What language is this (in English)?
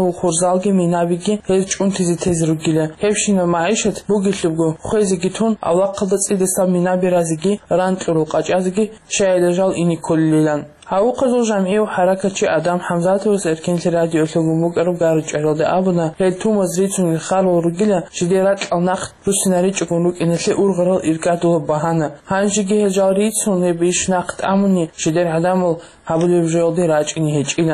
Avaric